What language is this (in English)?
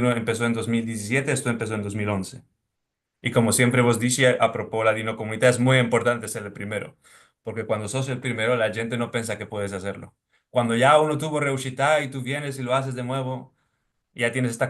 Ladino